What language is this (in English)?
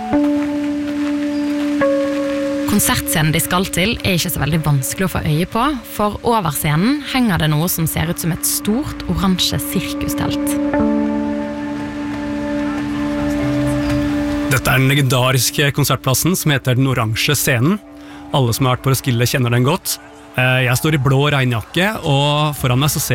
Norwegian